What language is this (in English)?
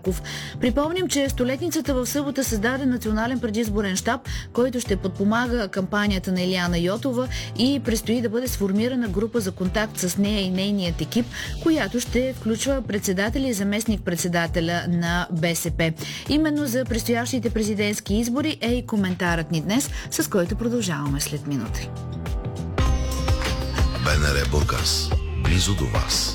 Bulgarian